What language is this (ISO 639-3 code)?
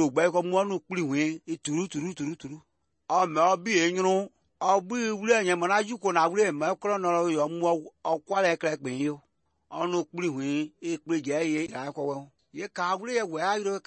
ibo